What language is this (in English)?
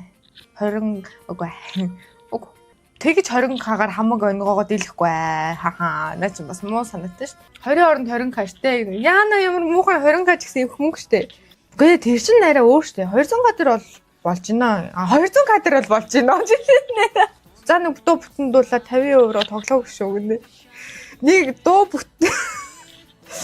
Mongolian